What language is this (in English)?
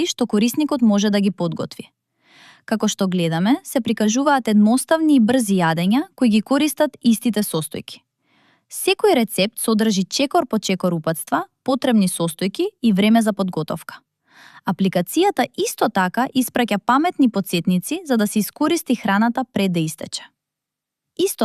Macedonian